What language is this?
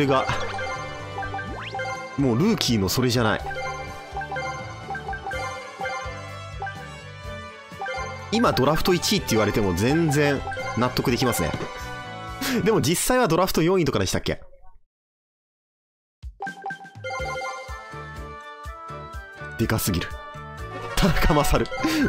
Japanese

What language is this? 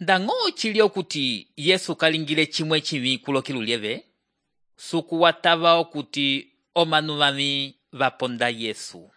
Umbundu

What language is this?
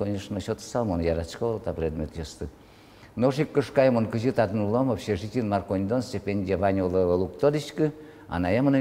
Udmurt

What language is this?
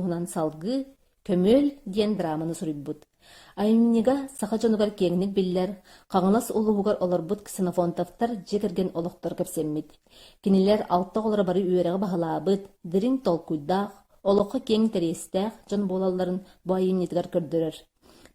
Yakut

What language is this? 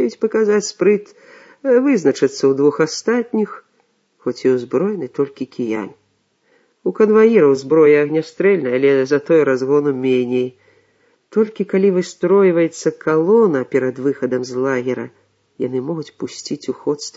Belarusian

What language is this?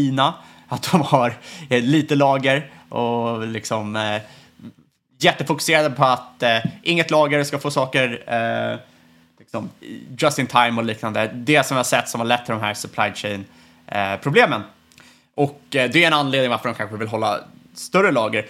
Swedish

